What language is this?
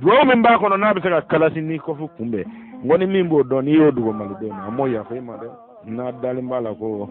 Bambara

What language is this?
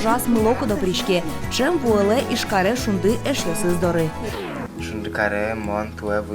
Udmurt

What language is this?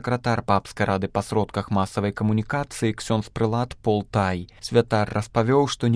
Belarusian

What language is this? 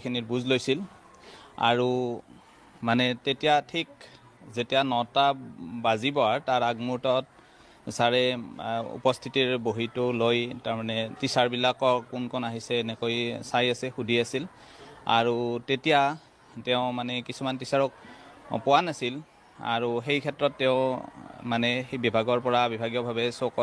Assamese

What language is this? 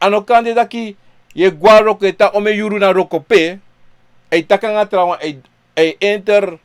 Sranan Tongo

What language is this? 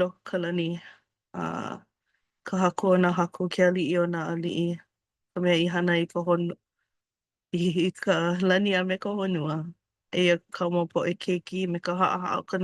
Hawaiian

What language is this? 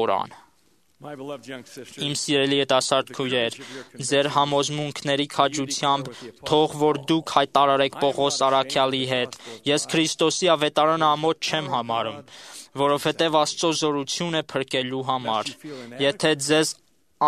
Armenian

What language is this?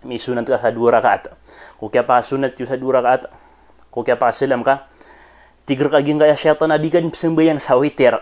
Maranao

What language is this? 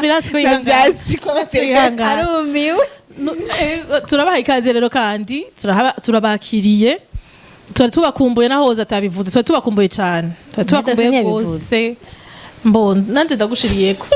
Rundi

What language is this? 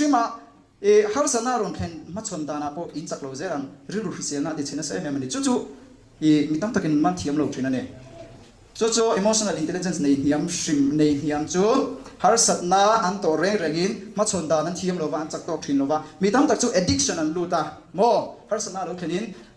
Mizo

